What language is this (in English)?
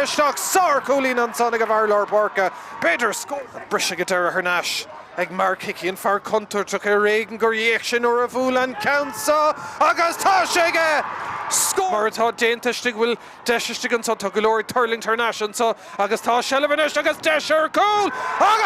Irish